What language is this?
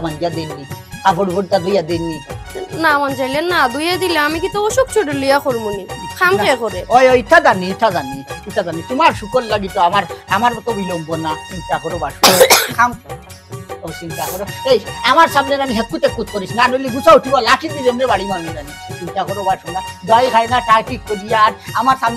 Sylheti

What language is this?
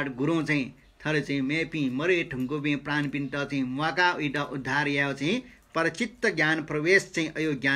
Newari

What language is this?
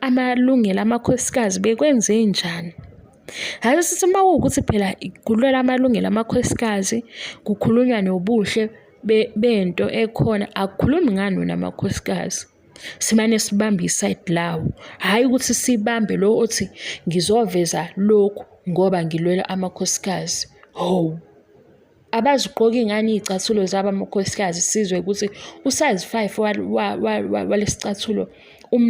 Zulu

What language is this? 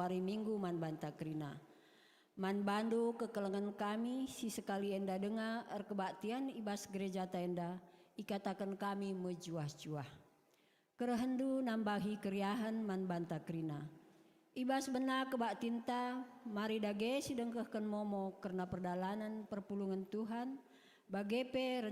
Batak Karo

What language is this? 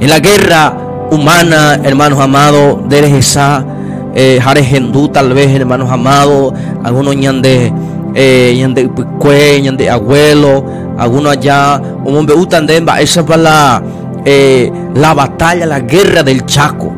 Guarani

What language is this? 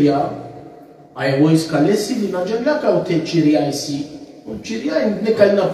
Balkan Romani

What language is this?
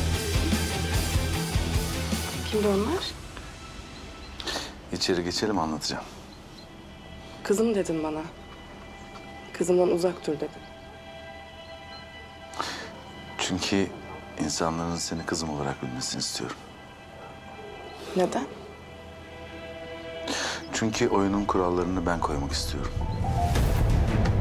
Turkish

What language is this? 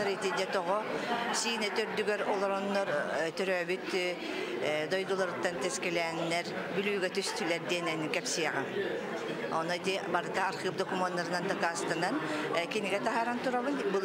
Yakut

